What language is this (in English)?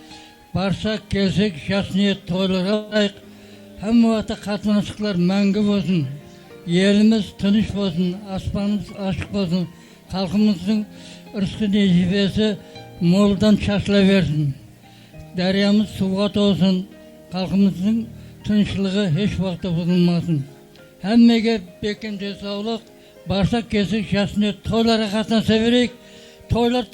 Kara-Kalpak